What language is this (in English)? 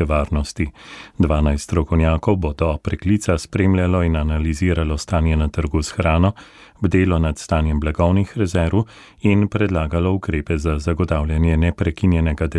Slovenian